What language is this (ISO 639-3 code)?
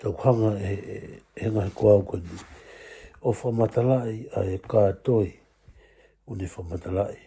ton